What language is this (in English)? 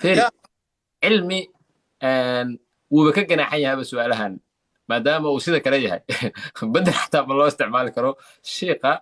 Somali